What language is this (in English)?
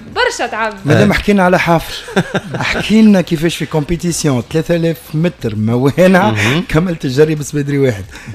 Tunisian Arabic